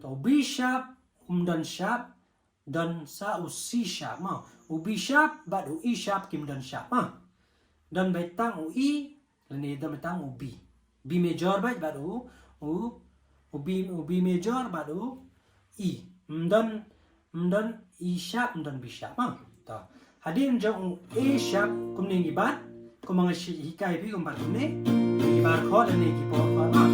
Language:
Khasi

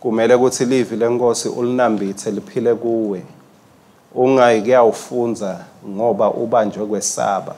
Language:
Swati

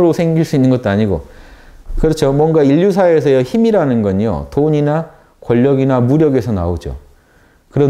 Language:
Korean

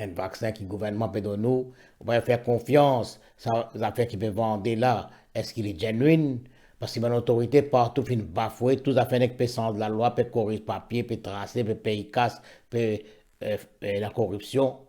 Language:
Morisyen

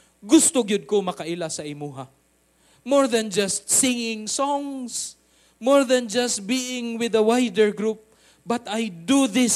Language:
Cebuano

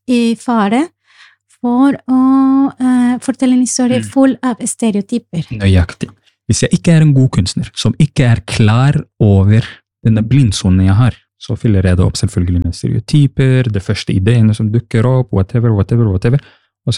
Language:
Norwegian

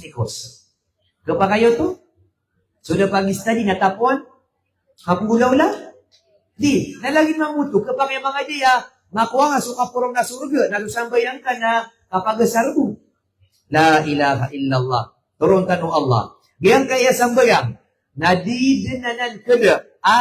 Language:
Maranao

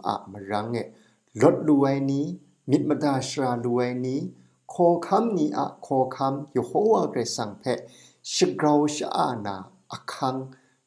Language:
Kachin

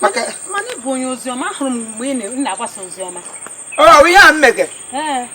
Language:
Igbo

